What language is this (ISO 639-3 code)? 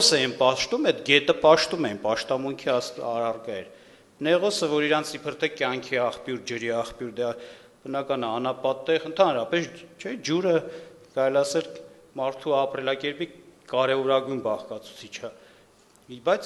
hye